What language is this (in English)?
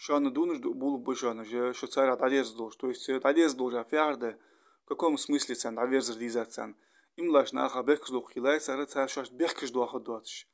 Ingush